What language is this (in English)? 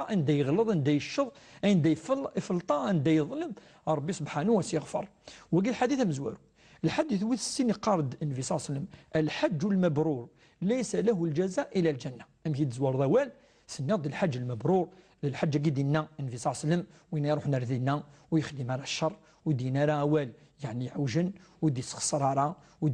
Kabyle